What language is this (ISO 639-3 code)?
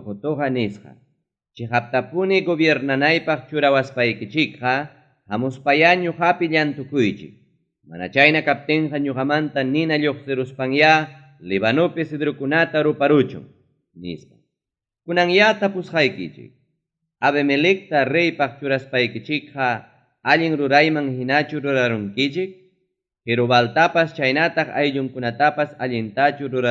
quy